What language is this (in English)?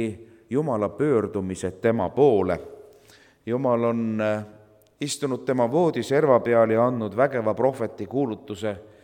Estonian